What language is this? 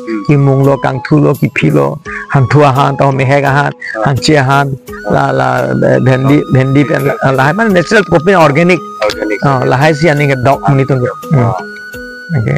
Karbi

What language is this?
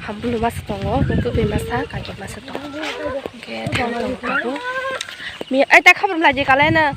Kok Borok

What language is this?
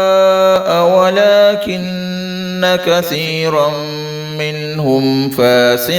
Divehi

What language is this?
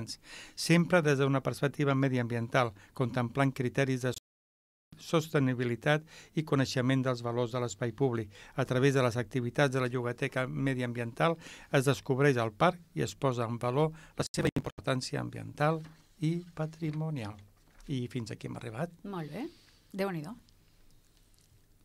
Catalan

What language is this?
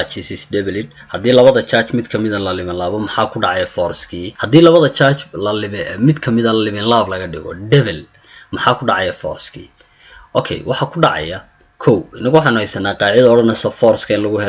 Somali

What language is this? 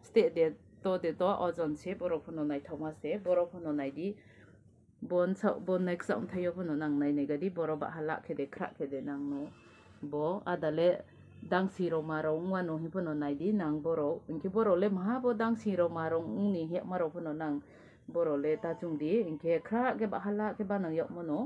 Kok Borok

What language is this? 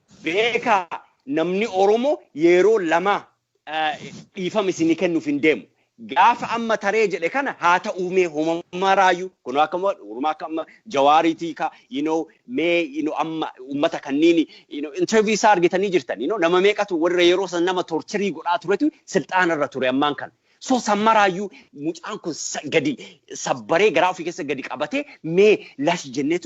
Oromo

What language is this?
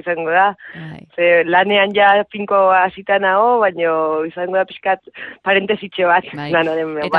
Basque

